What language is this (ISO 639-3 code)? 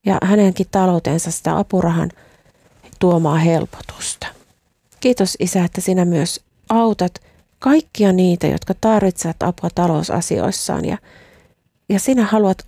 fin